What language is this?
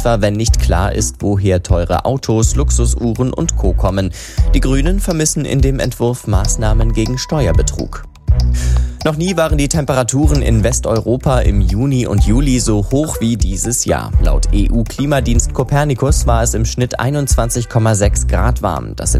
German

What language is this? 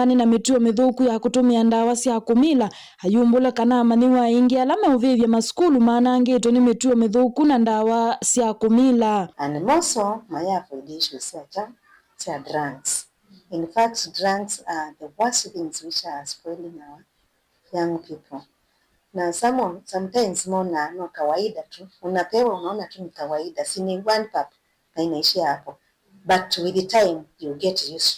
Kamba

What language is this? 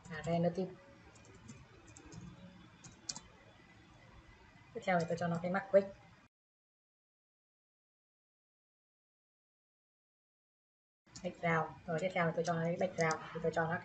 Vietnamese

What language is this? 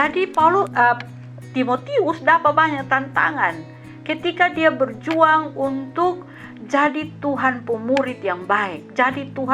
Kupang Malay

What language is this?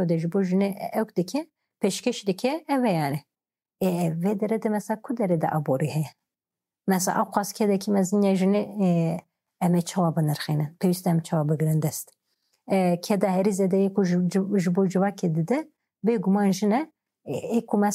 Kurdish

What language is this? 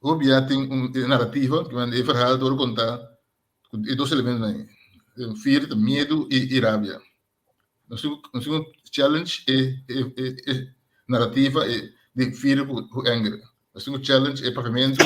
Papiamento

